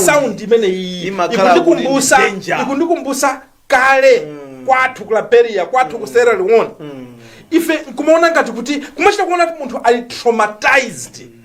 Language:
Nyanja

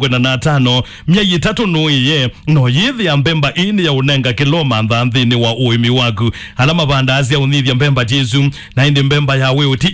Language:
Kamba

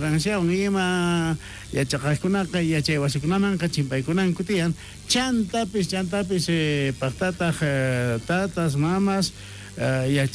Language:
South Bolivian Quechua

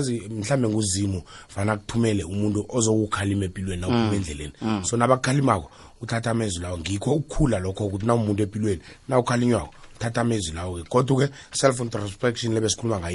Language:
South Ndebele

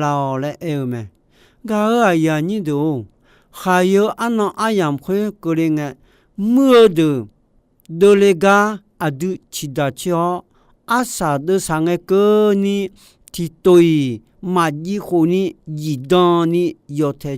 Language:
Akha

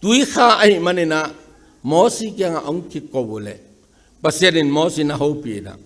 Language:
Tedim Chin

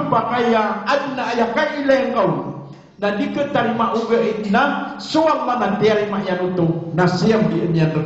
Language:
Maranao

